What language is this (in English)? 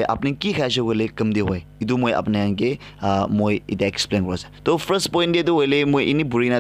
Naga Pidgin